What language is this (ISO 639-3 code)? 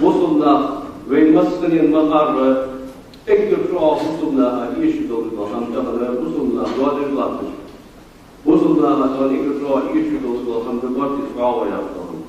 inh